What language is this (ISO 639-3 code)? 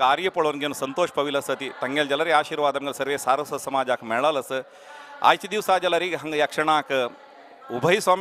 kok